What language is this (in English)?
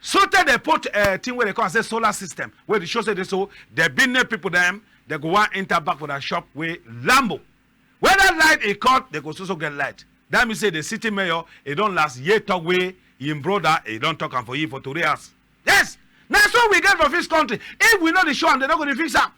Cameroon Pidgin